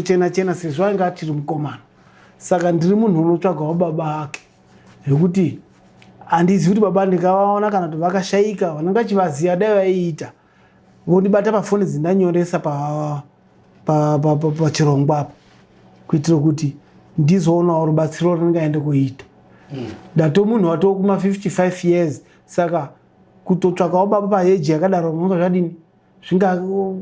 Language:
Shona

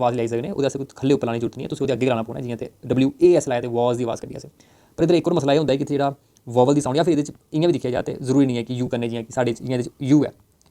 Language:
Dogri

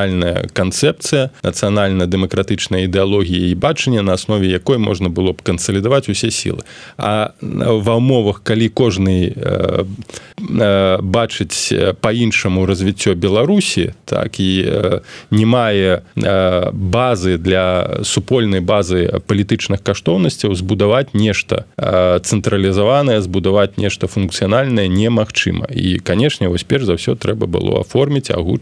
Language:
Belarusian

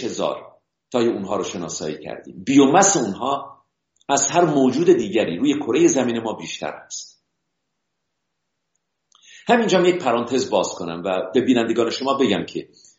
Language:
Persian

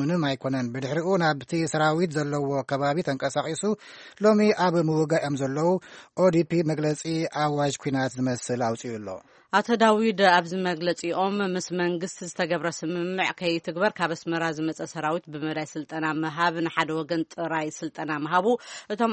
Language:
Tigrinya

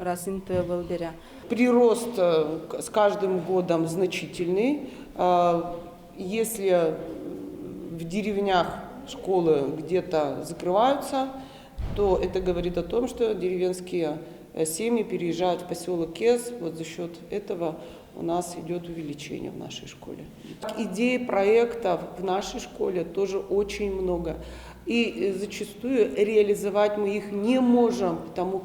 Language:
Udmurt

